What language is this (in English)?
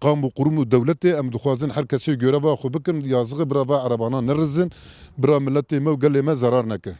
Kurdish